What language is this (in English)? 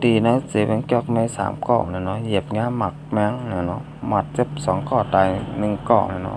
Shan